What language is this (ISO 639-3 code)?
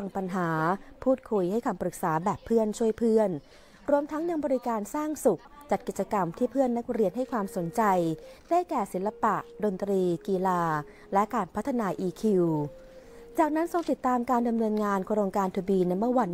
tha